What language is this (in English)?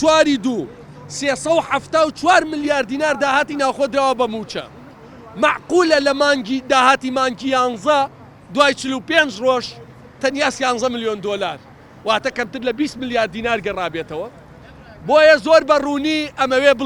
Central Kurdish